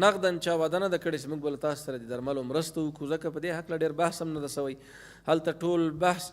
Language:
Pashto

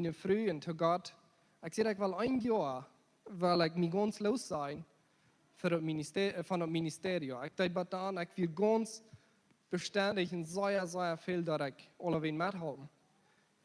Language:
Plautdietsch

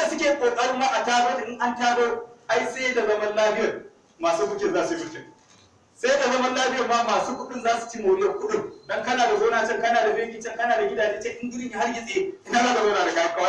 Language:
Hausa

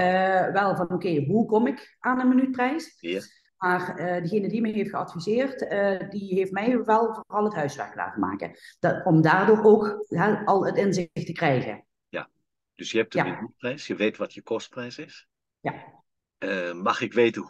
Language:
Dutch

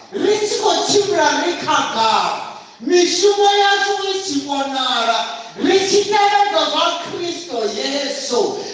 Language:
Venda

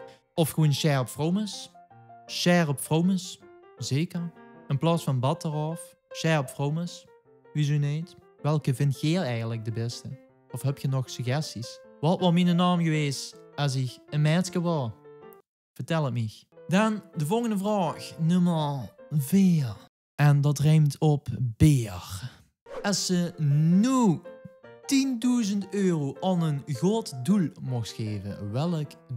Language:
Limburgish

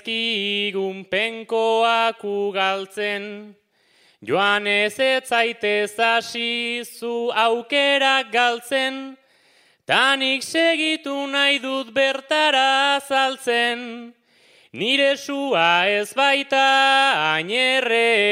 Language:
Basque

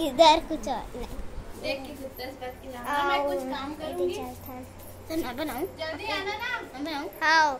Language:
Chhattisgarhi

